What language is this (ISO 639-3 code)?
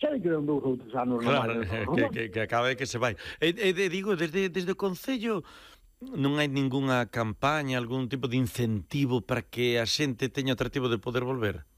glg